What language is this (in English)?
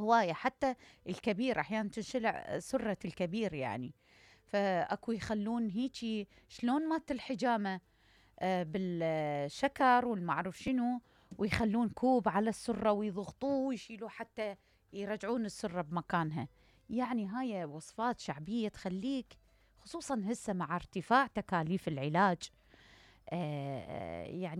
Mesopotamian Arabic